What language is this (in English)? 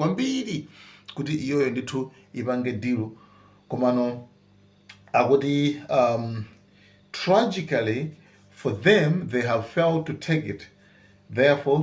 Nyanja